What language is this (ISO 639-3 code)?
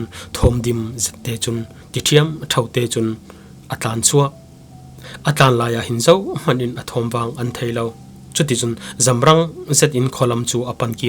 cfm